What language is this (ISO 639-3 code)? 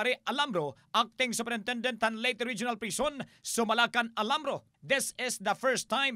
war